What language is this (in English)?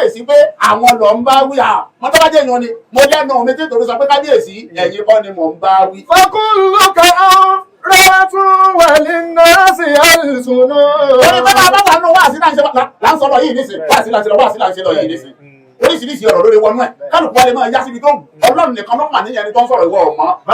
Yoruba